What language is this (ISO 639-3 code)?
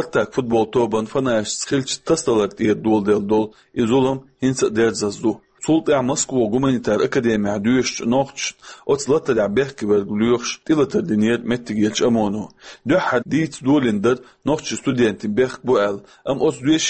che